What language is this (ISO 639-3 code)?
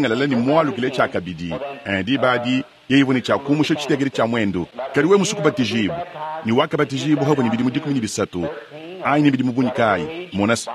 lua